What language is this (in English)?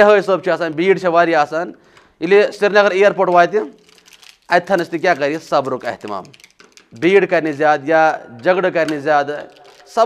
Kashmiri